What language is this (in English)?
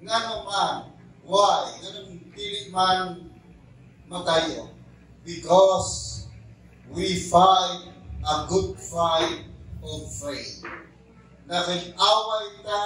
Cebuano